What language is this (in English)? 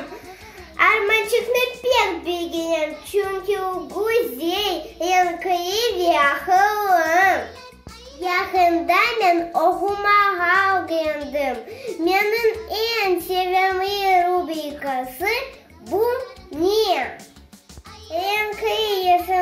Crimean Tatar